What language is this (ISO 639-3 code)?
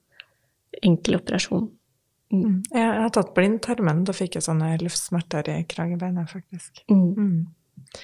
nor